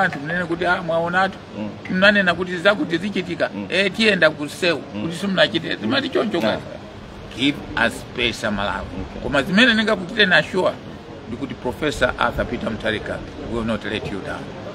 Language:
Nyanja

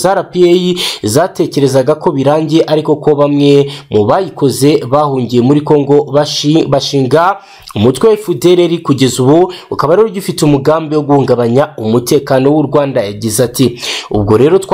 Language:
Kinyarwanda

